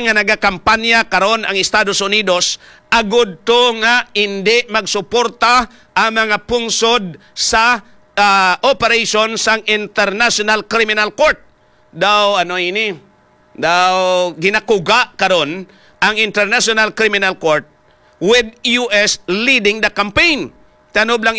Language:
Hiligaynon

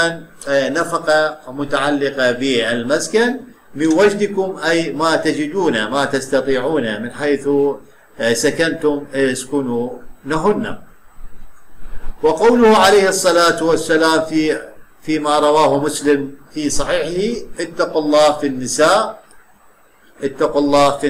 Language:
Arabic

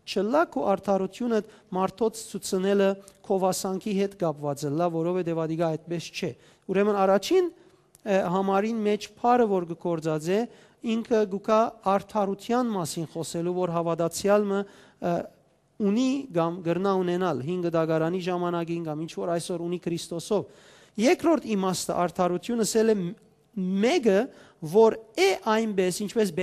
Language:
Western Armenian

